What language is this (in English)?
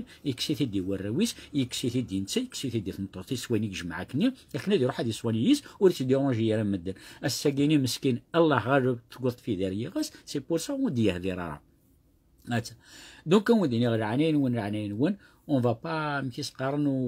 Kabyle